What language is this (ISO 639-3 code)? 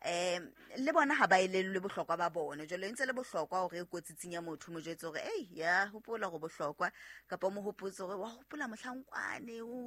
sot